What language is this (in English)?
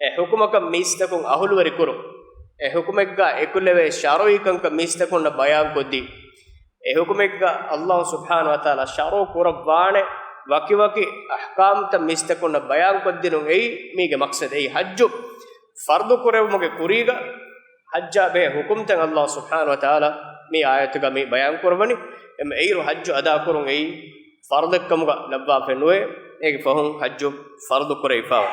Divehi